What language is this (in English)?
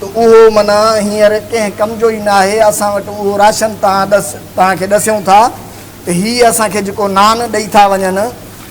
Sindhi